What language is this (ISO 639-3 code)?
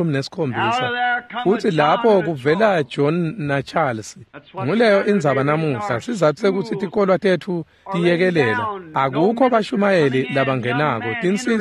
ssw